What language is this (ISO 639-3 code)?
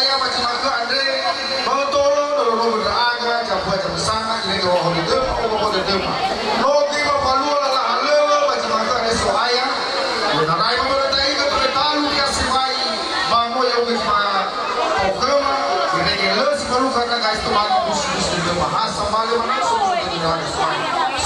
nia